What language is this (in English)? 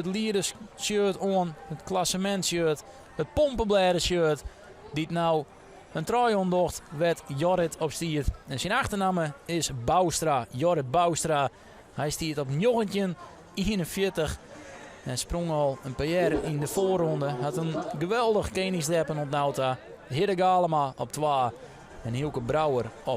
Western Frisian